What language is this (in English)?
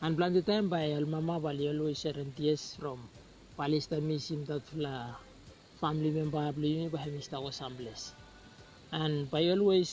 Bislama